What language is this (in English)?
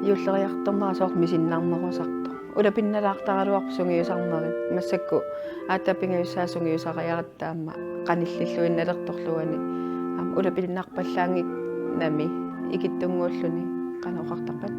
Kalaallisut